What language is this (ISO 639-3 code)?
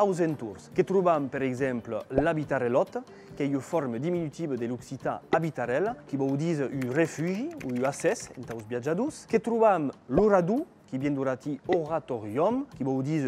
oci